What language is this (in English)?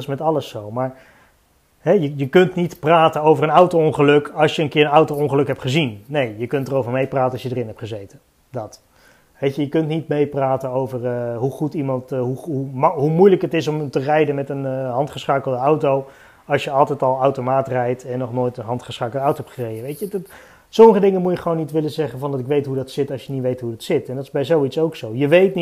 Dutch